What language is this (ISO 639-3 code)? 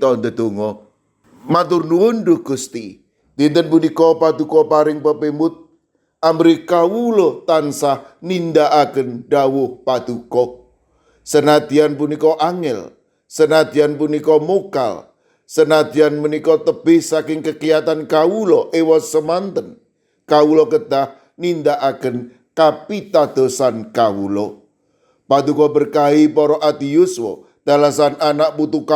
jav